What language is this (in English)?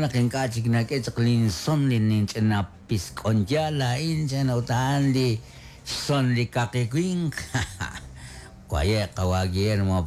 Kekchí